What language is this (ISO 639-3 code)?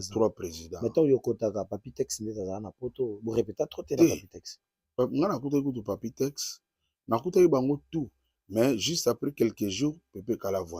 lin